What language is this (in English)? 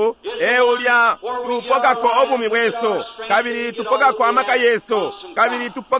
Bemba